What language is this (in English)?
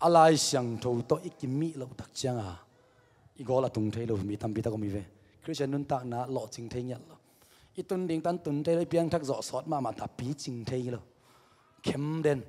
Tedim Chin